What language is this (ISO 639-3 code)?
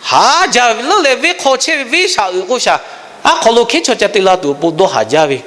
lhu